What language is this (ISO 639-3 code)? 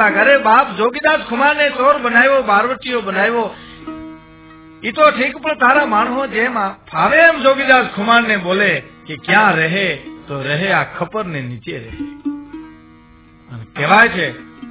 guj